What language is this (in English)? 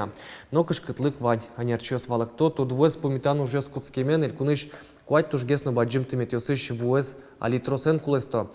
Udmurt